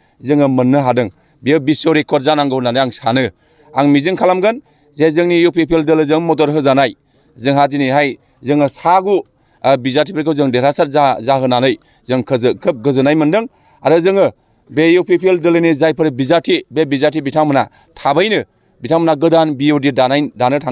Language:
Bodo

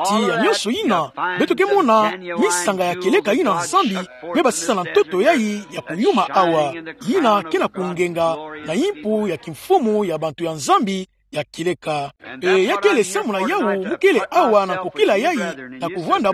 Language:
Kituba (Democratic Republic of Congo)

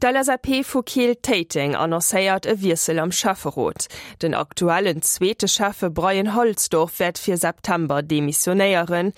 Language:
Luxembourgish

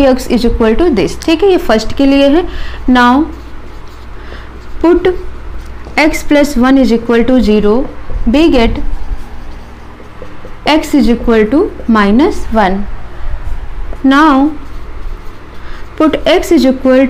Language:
Hindi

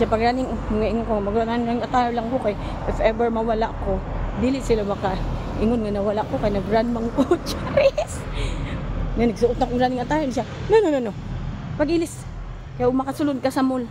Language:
Cebuano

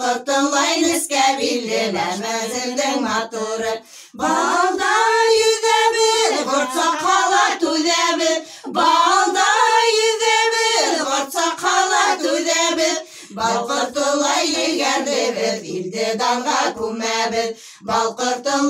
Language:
Bashkir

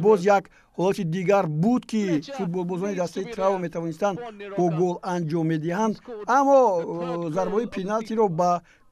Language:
Tajik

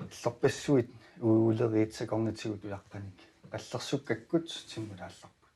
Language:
Kalaallisut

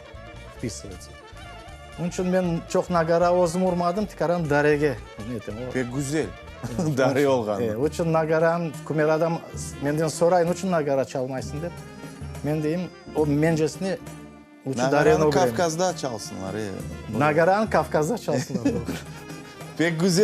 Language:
Crimean Tatar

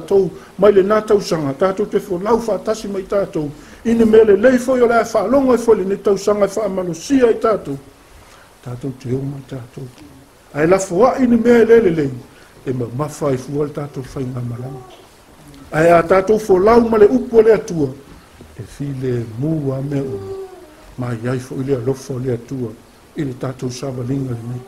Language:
Samoan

